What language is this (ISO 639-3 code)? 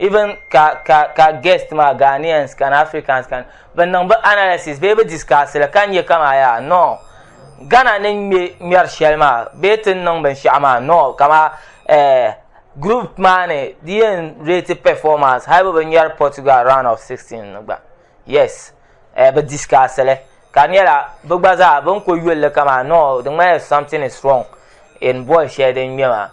dag